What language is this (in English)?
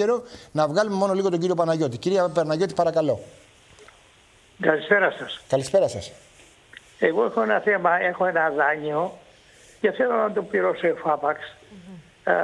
Greek